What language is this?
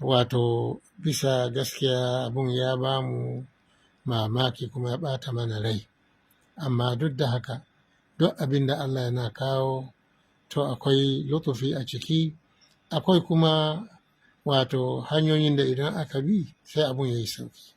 Hausa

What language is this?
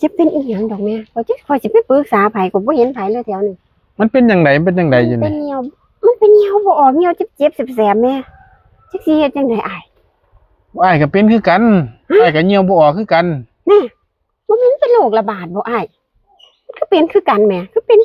Northeastern Thai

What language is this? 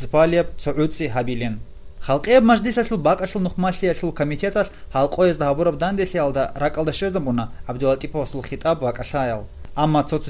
Avaric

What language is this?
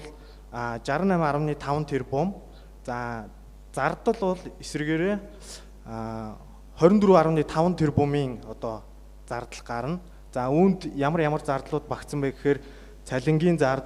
Mongolian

